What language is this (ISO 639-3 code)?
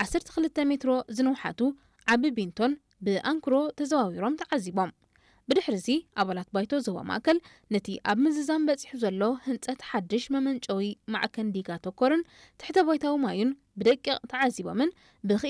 tir